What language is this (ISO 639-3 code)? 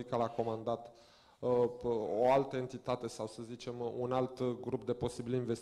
ron